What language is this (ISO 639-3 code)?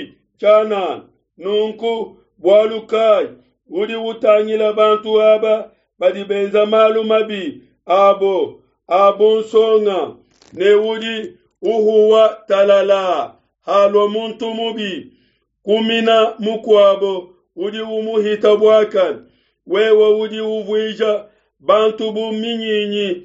lua